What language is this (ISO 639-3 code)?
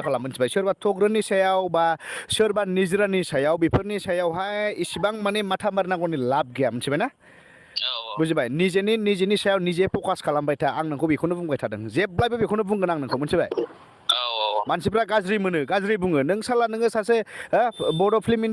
brx